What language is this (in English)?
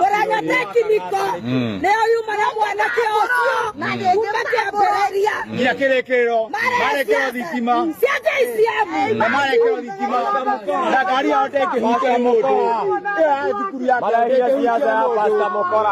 Kikuyu